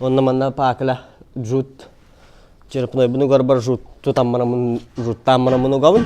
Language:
Yakut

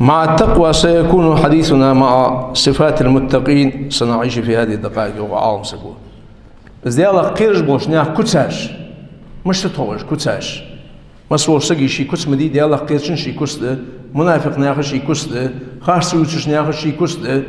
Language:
Ingush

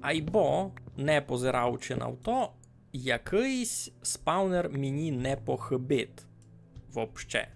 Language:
Rusyn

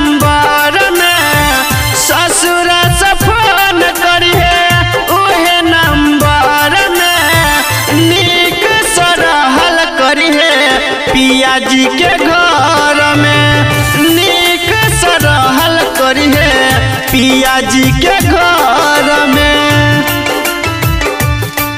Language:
Bhojpuri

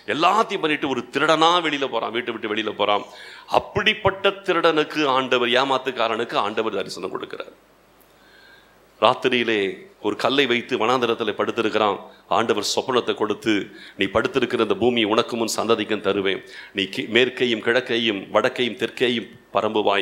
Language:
Tamil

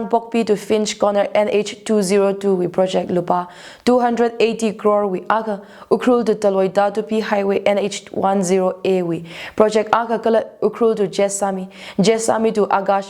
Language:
Tangkhul Naga (India)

